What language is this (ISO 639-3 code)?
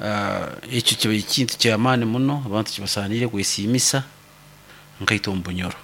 nyo